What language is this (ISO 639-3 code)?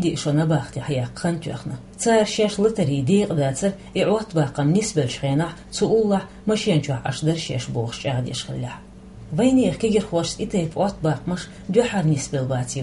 che